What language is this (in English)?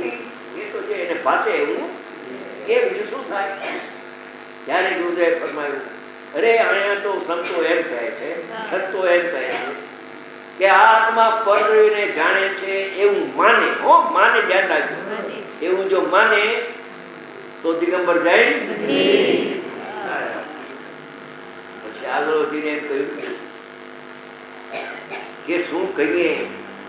Gujarati